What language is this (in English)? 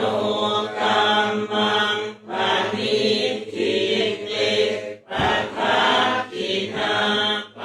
Pali